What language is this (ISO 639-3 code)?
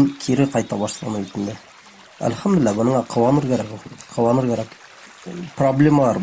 bak